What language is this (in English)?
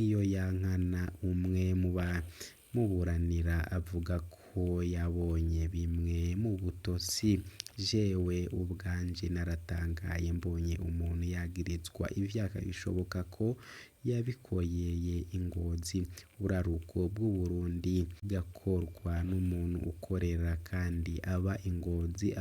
Rundi